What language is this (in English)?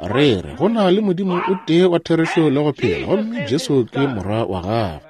Northern Sotho